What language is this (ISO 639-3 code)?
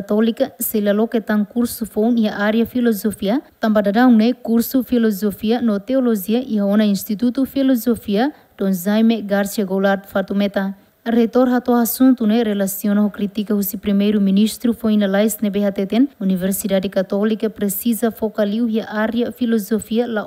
tet